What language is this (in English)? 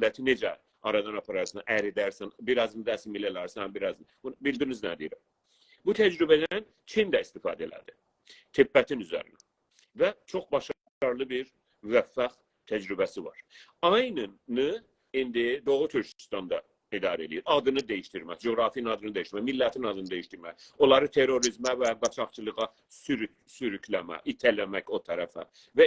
South Azerbaijani